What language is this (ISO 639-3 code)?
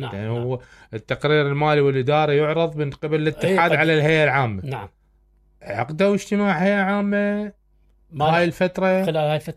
acm